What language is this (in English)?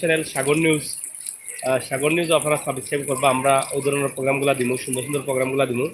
Sylheti